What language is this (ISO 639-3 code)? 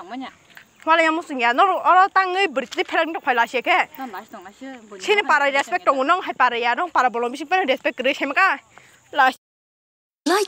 trp